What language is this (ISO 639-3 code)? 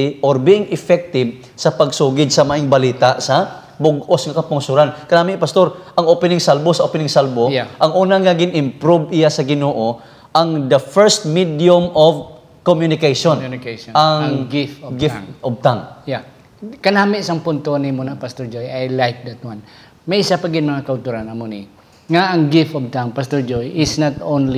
hil